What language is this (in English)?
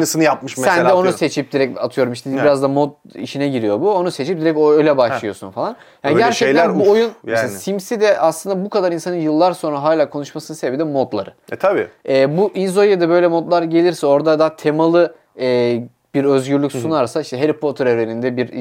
Turkish